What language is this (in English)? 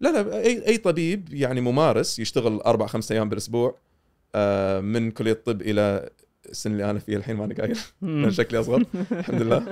Gulf Arabic